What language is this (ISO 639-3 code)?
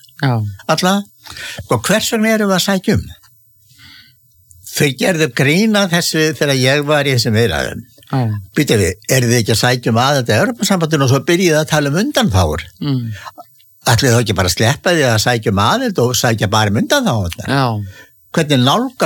isl